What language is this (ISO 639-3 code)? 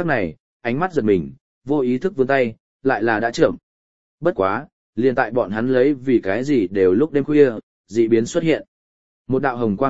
vie